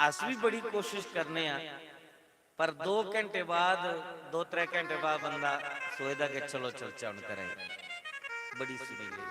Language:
Dogri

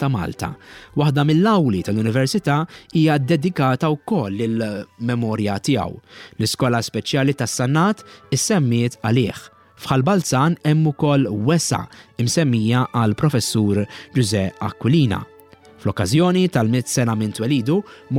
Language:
Maltese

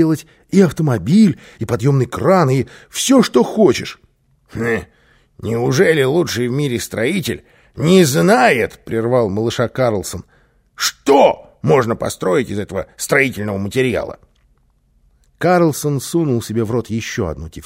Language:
Russian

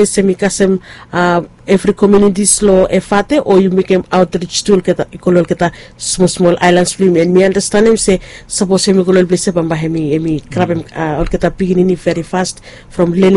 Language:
Bislama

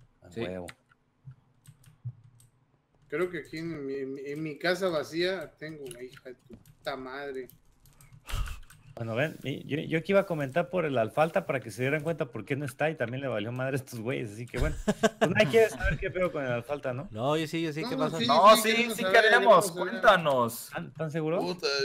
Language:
Spanish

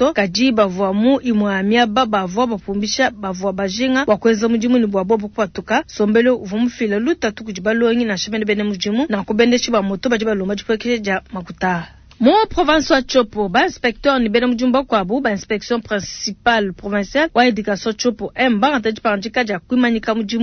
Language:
Luba-Lulua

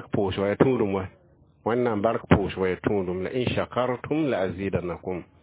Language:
Mossi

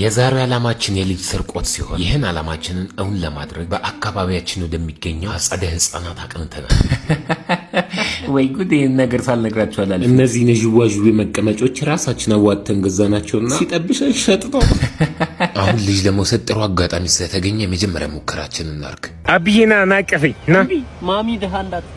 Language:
Amharic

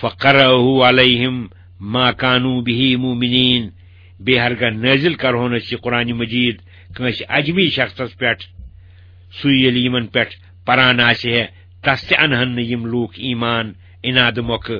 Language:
Kashmiri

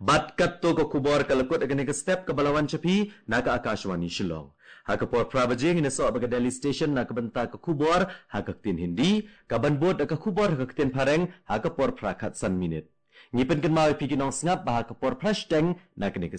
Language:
Khasi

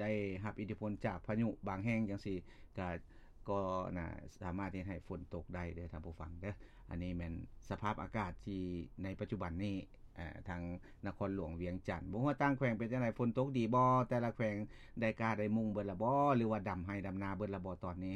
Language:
Lao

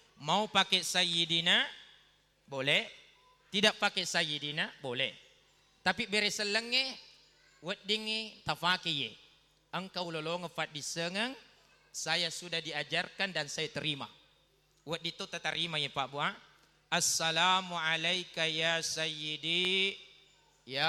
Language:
Buginese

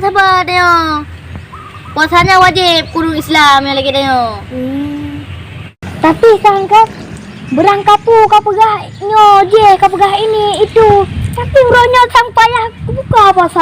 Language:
Achinese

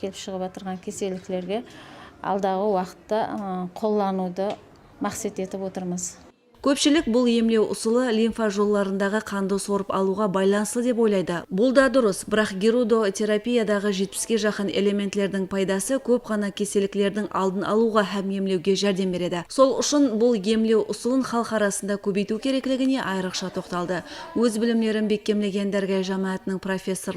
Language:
Kara-Kalpak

